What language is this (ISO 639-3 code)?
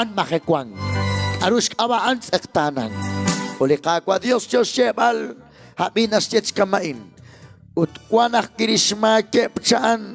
kek